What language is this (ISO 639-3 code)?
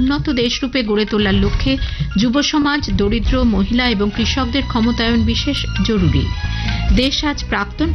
ben